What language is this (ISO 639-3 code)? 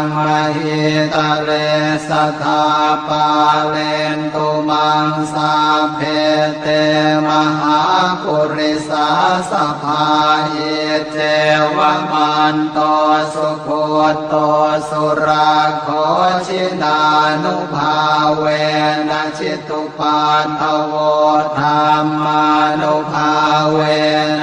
pli